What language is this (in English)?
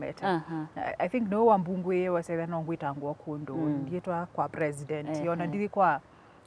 Kamba